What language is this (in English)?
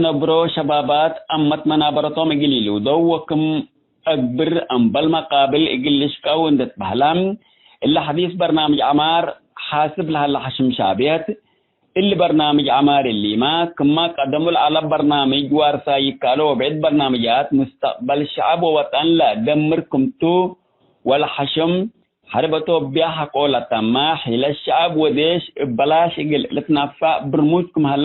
Tigre